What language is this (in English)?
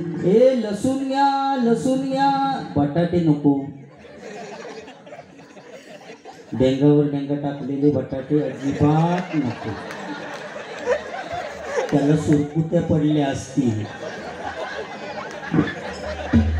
Marathi